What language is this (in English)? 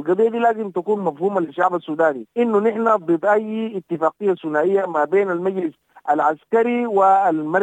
Sudanese Arabic